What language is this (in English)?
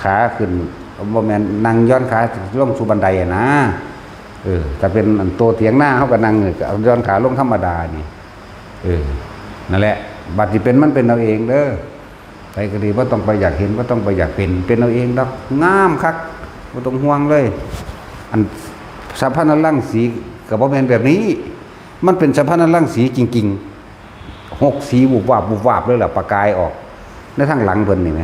Northeastern Thai